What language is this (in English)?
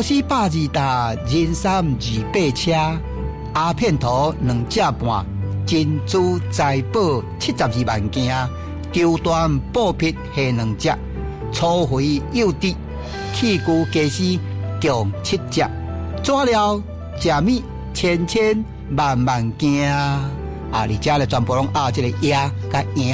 Min Nan Chinese